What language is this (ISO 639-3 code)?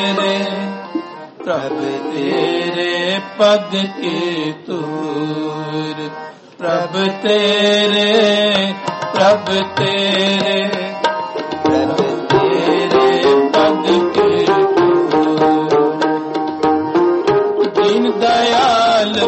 pan